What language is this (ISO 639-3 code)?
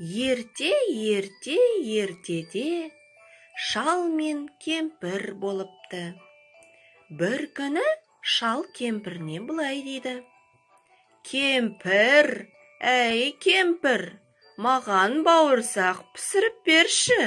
kaz